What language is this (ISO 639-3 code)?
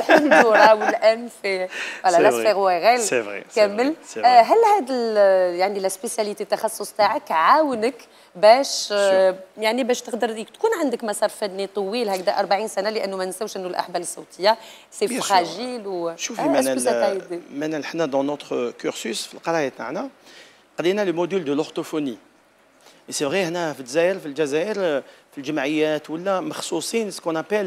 arq